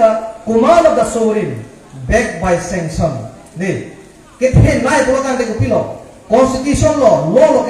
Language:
Karbi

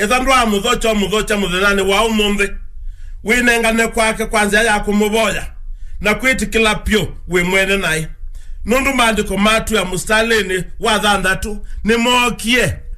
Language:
Kamba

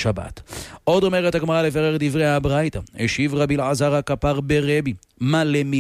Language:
Hebrew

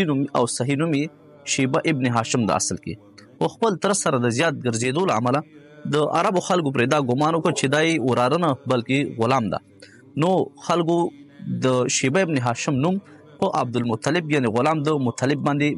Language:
Pashto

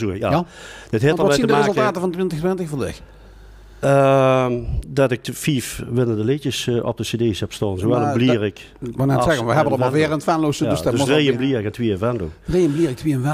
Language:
Limburgish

